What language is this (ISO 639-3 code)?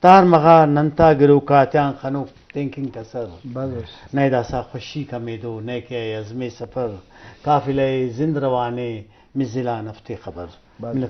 bgp